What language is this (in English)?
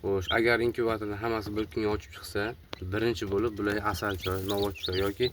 Uzbek